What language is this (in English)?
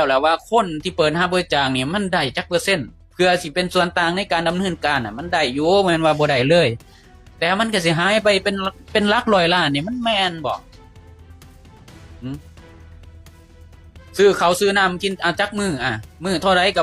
Lao